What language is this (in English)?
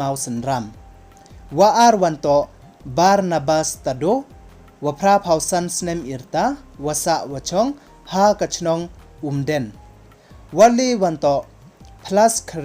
Pnar